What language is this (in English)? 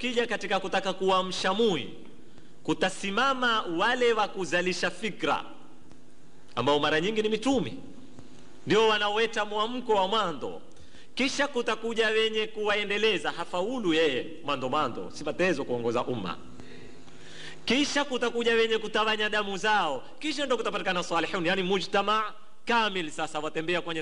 Swahili